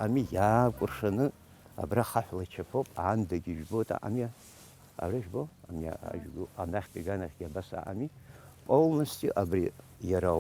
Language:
Abkhazian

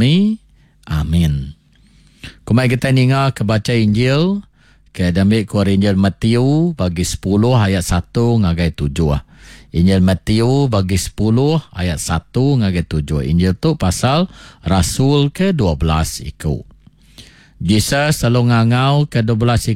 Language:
Iban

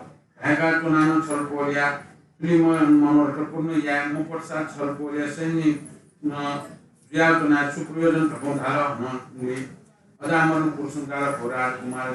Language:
Newari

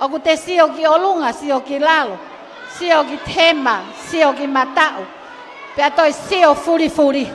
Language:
Tongan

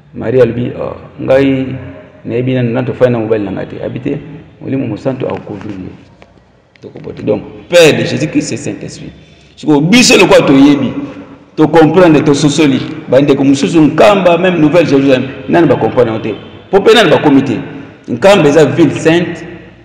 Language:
Lingala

